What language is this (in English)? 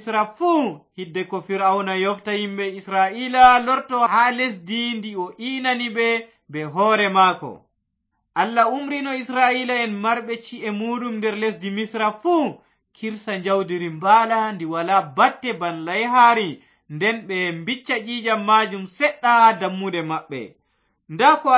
Fula